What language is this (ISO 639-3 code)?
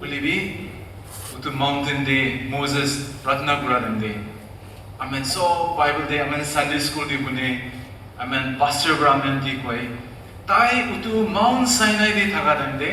nag